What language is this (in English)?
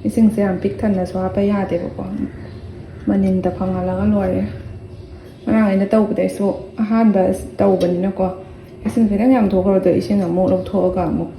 Manipuri